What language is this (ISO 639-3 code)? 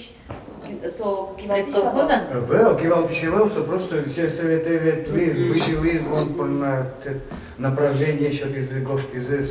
udm